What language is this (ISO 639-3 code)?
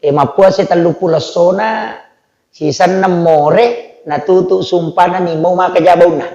bug